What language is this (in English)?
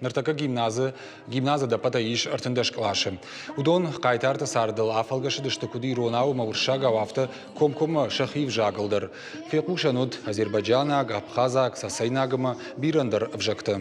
Ossetic